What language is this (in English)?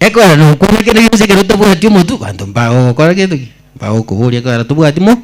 Gusii